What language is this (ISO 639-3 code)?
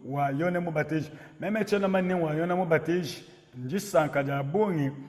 lua